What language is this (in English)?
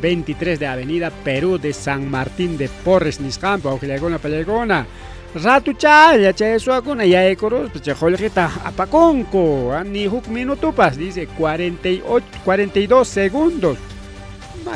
Ayacucho Quechua